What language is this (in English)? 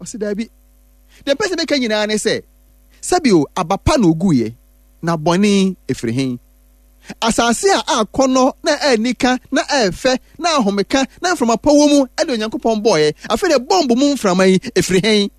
Akan